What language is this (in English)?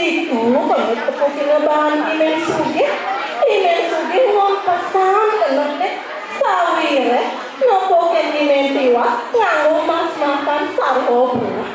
Balinese